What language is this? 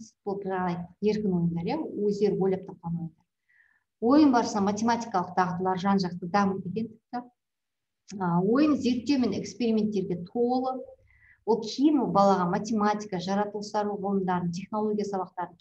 Kazakh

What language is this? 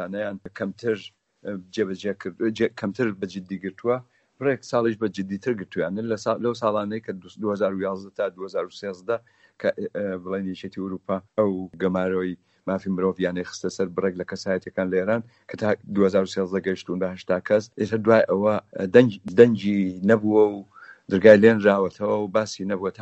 Central Kurdish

